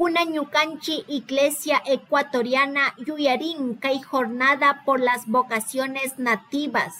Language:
Chimborazo Highland Quichua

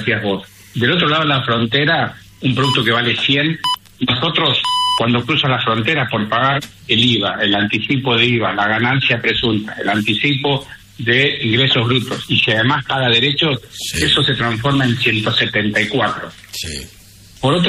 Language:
Spanish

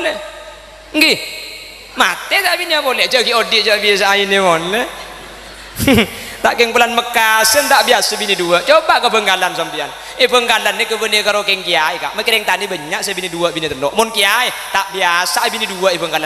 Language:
Madurese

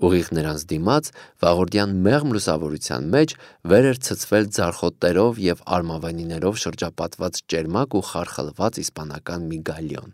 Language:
Armenian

